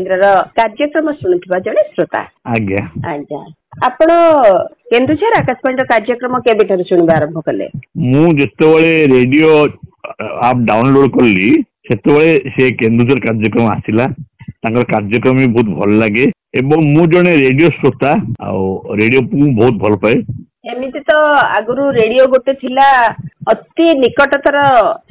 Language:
Odia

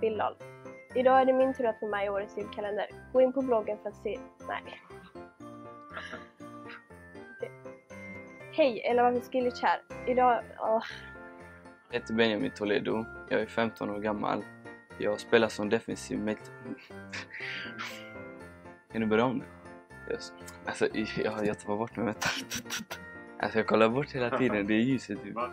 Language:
Swedish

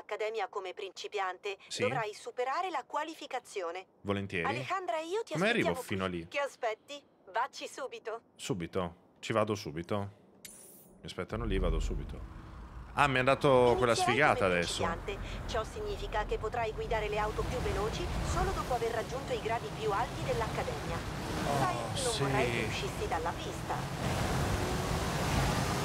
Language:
Italian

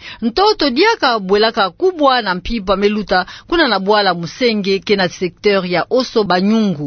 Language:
Kituba (Democratic Republic of Congo)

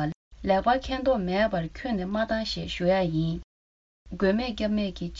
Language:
Tibetan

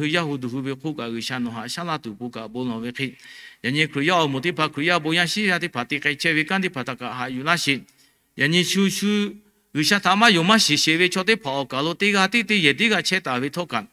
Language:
Lahu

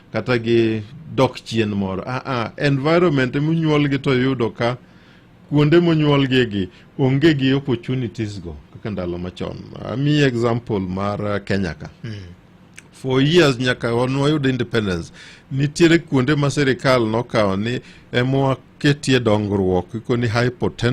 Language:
Luo (Kenya and Tanzania)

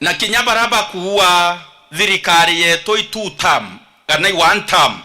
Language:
Meru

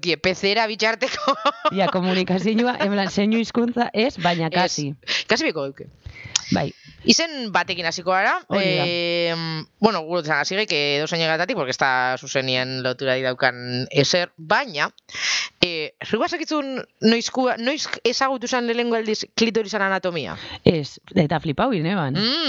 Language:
Basque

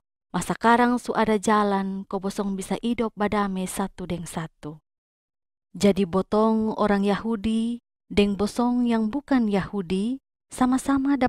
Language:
Kupang Malay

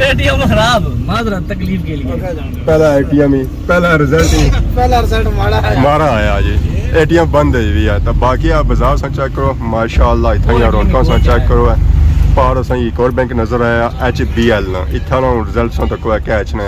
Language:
Pahari-Potwari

